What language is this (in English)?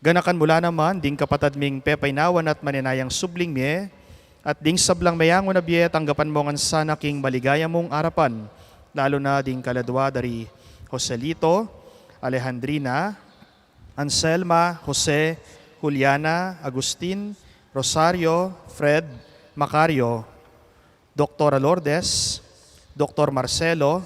Pampanga